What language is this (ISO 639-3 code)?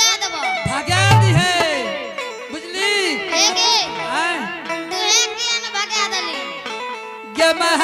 anp